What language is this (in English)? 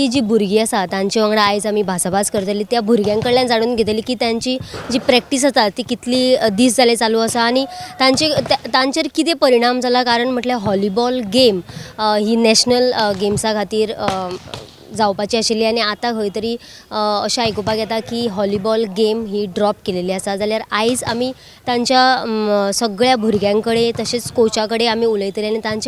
Konkani